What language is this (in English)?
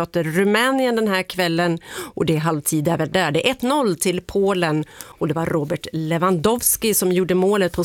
Swedish